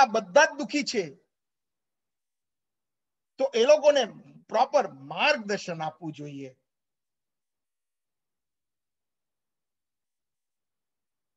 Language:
Gujarati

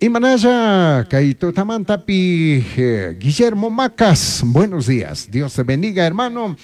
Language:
Chimborazo Highland Quichua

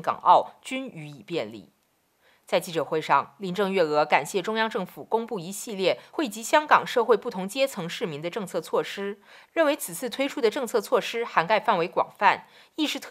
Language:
Chinese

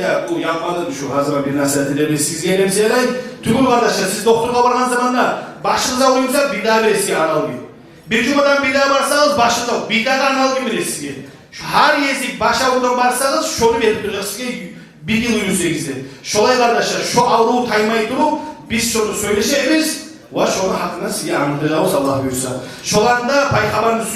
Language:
Kumyk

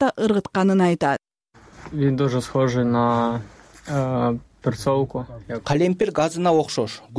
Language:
Kyrgyz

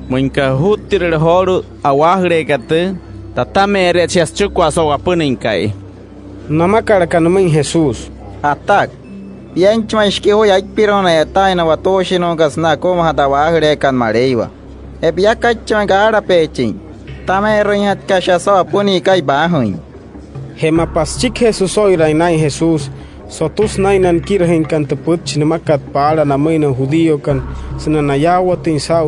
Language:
Wayuu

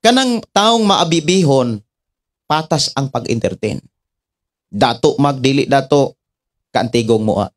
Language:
Cebuano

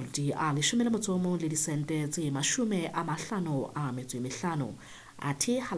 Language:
Southern Sotho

